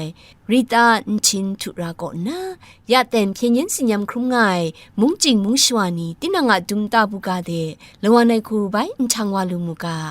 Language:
Kachin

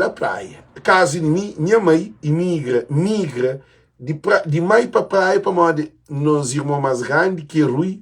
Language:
Kabuverdianu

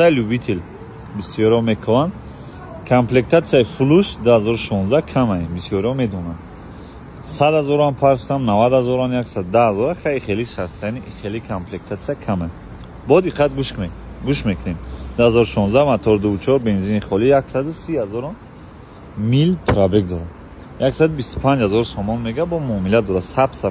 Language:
Tajik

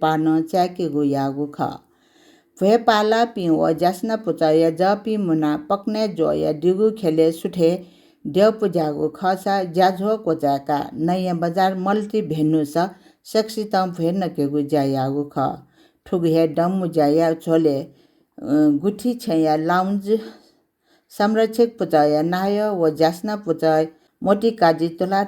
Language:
Newari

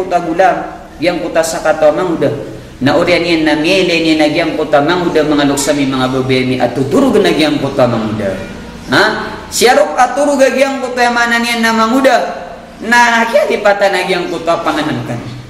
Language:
Maranao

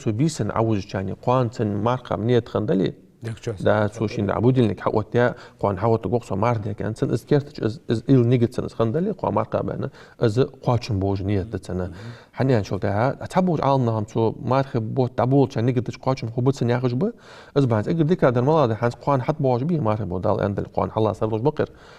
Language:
Ingush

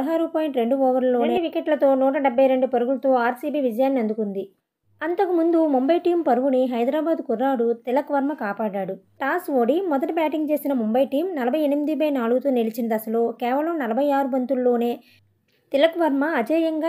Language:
Telugu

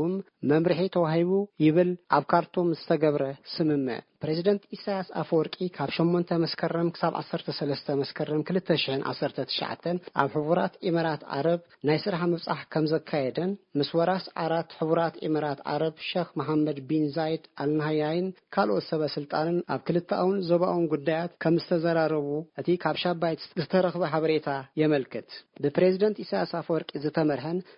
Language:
Tigrinya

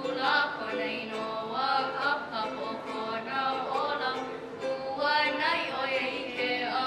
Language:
Hawaiian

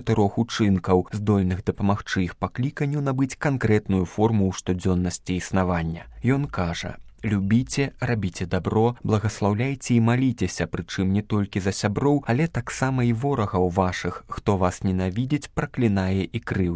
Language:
Belarusian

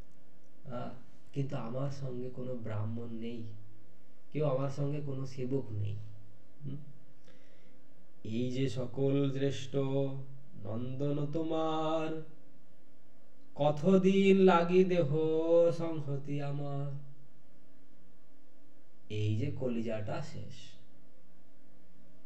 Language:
Bangla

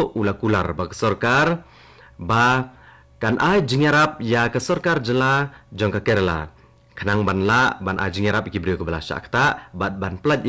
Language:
Khasi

